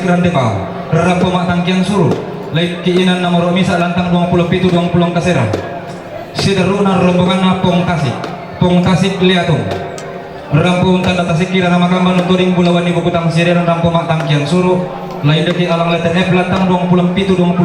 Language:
Toraja-Sa'dan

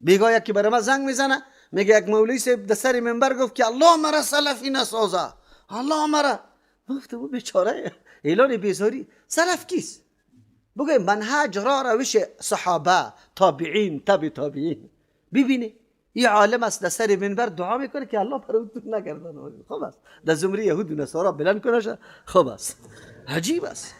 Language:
Persian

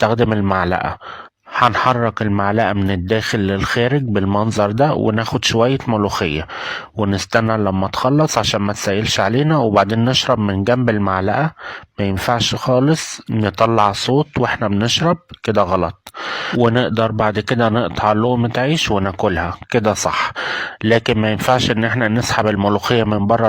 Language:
Egyptian Arabic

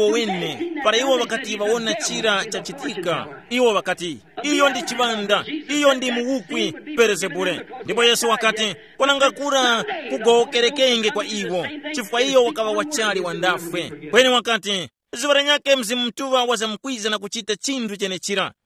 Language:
Tumbuka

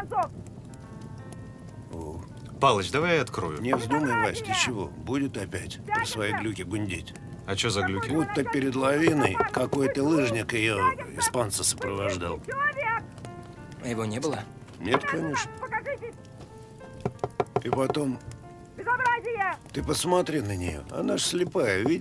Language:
Russian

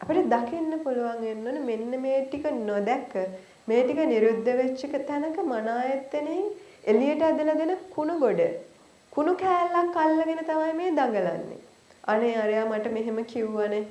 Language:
Sinhala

